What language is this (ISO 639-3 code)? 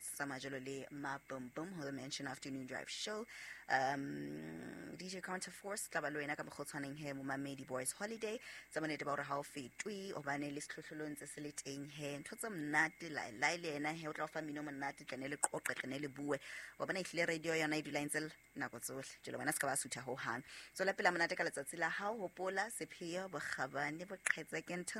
sot